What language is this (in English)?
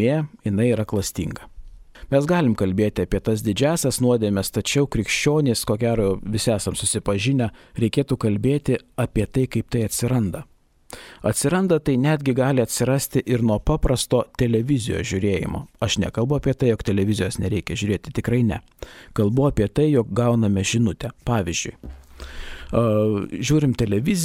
Lithuanian